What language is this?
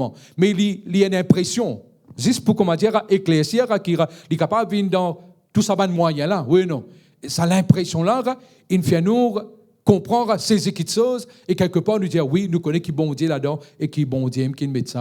Morisyen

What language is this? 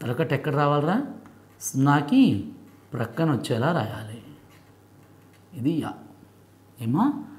Telugu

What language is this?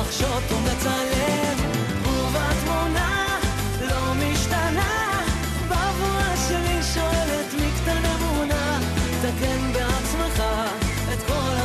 Hebrew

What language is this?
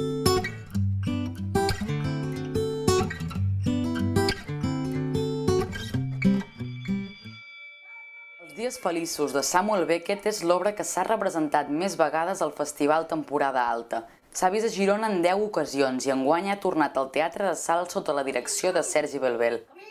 Catalan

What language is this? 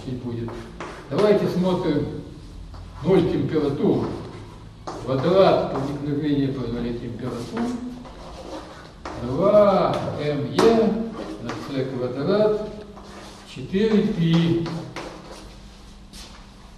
Russian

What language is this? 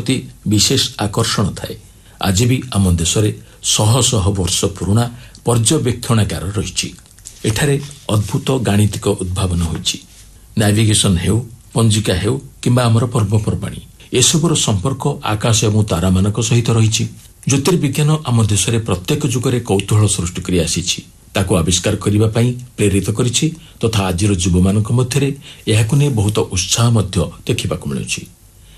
Odia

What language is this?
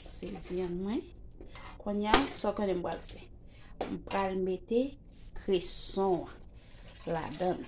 Haitian Creole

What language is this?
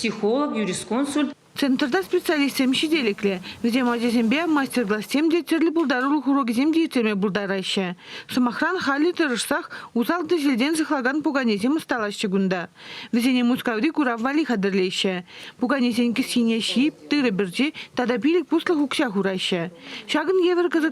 Chuvash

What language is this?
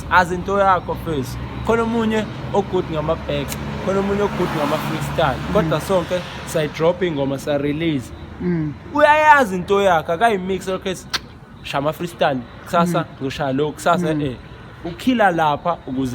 Zulu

